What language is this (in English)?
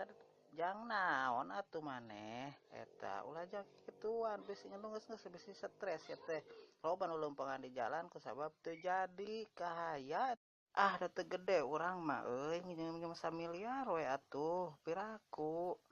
Sundanese